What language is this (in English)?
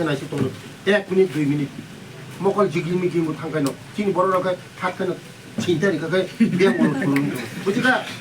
Kok Borok